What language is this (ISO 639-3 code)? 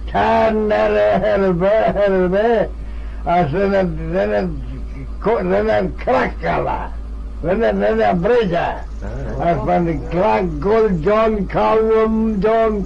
glv